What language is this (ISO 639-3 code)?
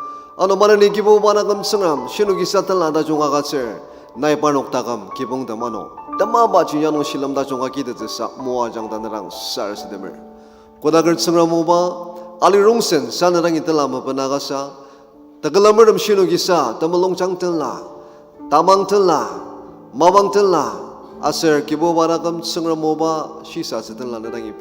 njo